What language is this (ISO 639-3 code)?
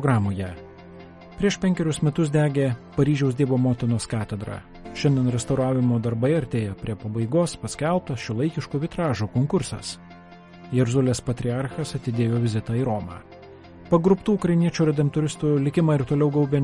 lit